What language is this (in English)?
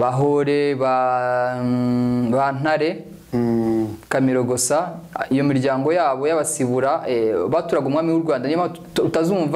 Kinyarwanda